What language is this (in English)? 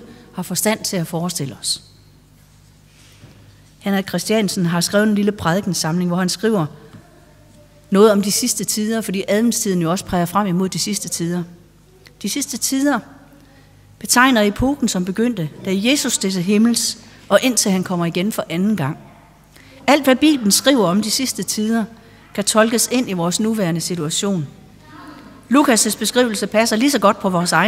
Danish